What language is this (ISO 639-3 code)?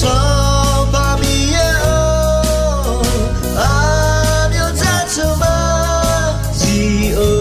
ahk